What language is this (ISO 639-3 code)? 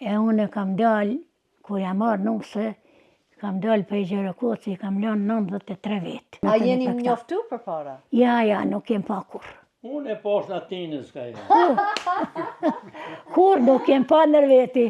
sqi